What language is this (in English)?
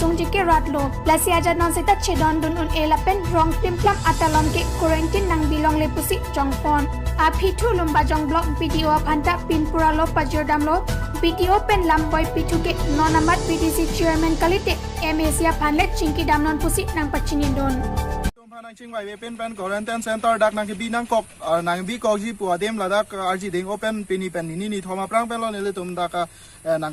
Karbi